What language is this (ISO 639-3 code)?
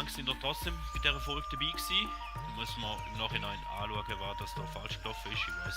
gsw